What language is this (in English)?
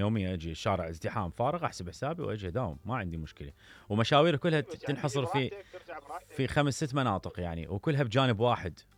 Mesopotamian Arabic